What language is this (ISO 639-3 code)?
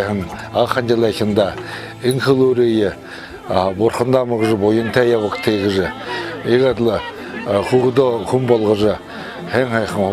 bua